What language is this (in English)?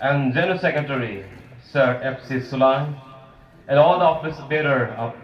Khasi